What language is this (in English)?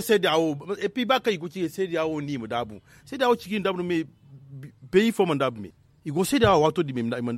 Zarma